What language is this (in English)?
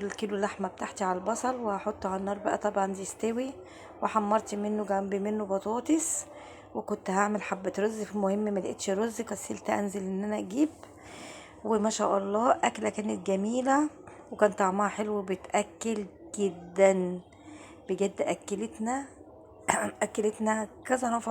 Egyptian Arabic